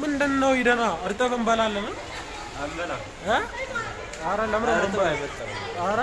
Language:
Amharic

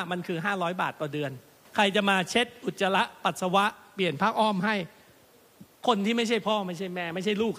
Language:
Thai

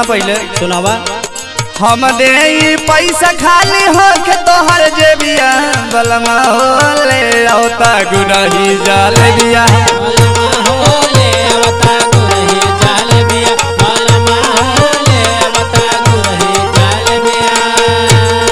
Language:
Bhojpuri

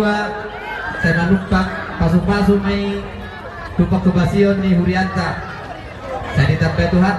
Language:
Batak Toba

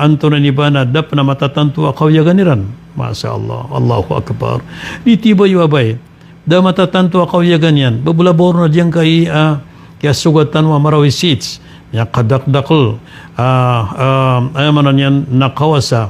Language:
Maranao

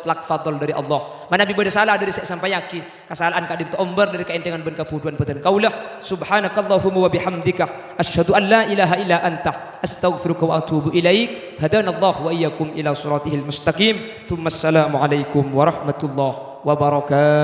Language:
Madurese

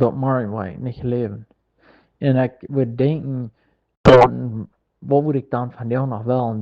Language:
Plautdietsch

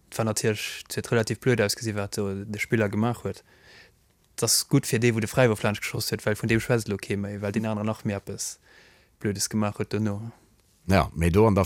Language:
Luxembourgish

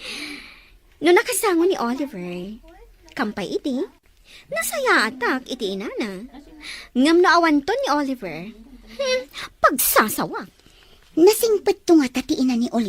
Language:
Iloko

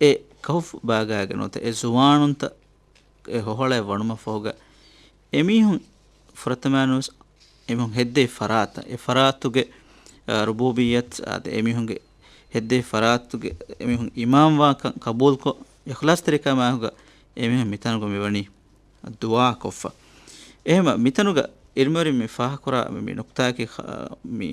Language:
Divehi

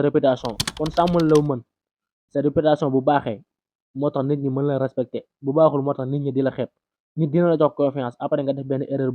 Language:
Wolof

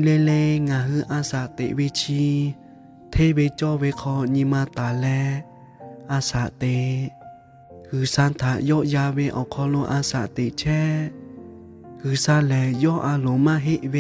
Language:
Lahu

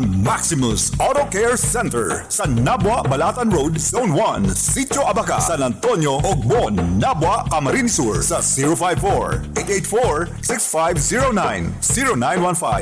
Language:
Bikol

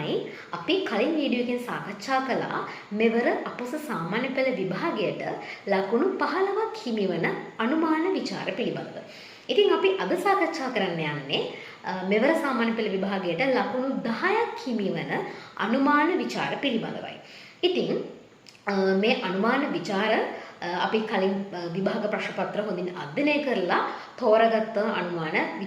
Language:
Sinhala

